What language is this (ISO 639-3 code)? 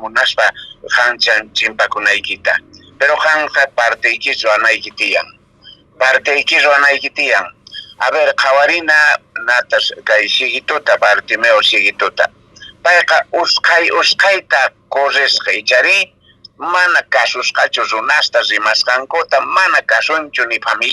que